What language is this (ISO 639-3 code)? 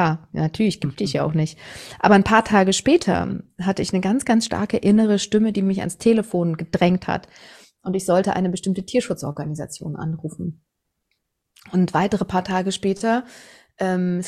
deu